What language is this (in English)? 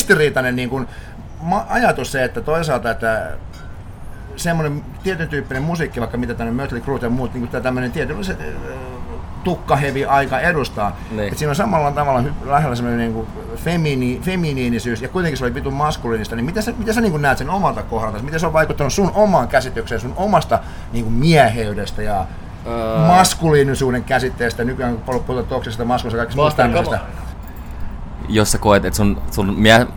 Finnish